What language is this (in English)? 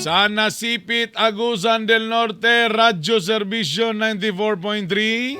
Cebuano